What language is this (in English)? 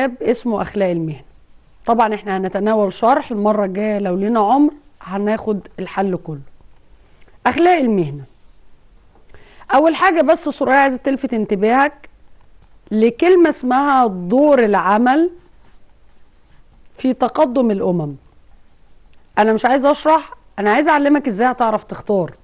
Egyptian Arabic